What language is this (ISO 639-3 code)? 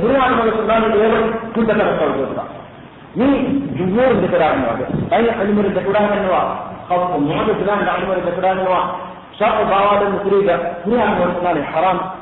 div